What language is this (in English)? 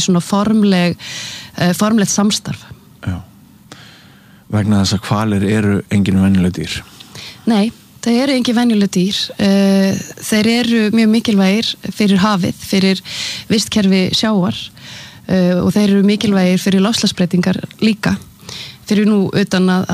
Icelandic